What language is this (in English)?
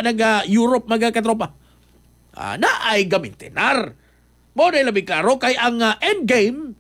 Cebuano